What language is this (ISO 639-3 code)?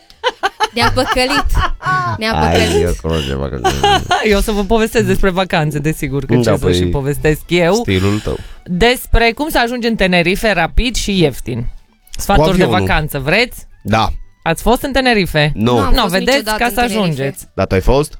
ron